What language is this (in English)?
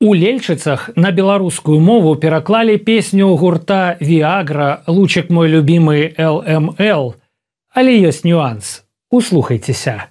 Belarusian